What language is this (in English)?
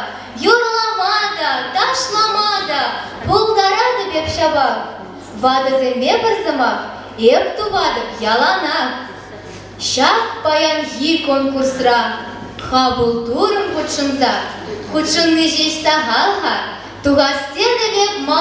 Chuvash